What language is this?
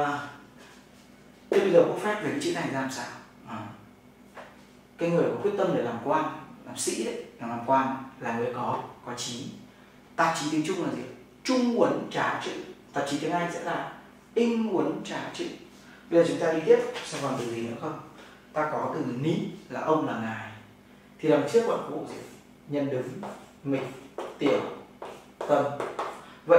Vietnamese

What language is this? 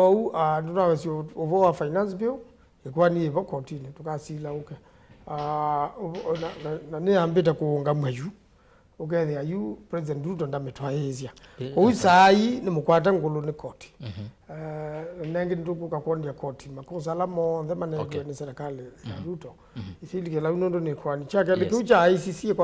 Kamba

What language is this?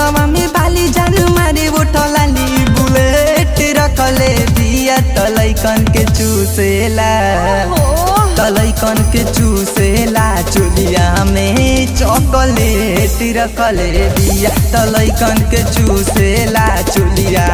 Bhojpuri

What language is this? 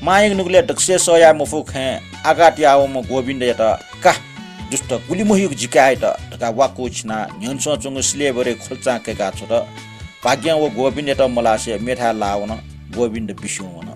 Newari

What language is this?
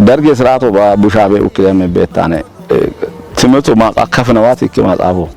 Kafa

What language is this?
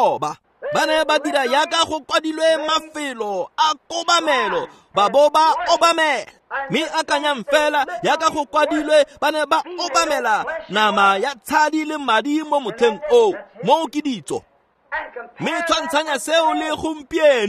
Tswana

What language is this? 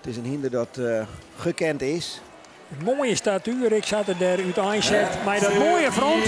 Western Frisian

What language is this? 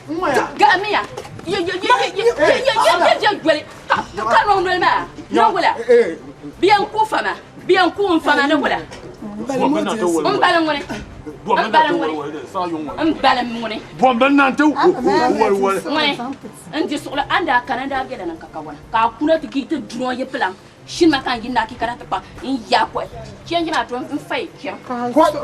Dagbani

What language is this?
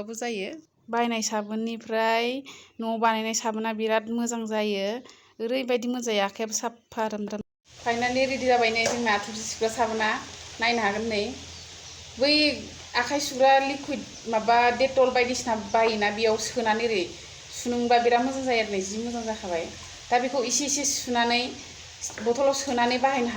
Bodo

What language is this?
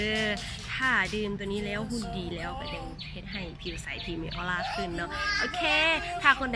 Lao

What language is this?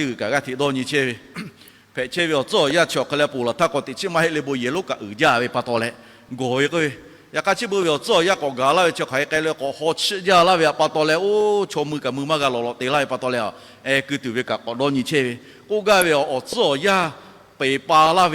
Lahu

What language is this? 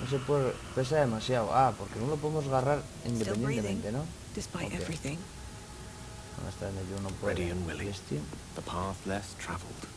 Asturian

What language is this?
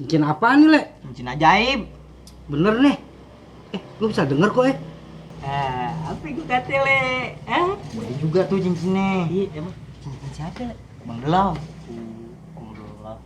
Betawi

